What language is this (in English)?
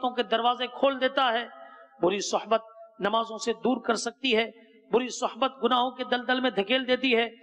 Urdu